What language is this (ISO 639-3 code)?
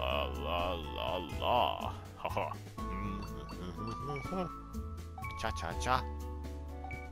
fin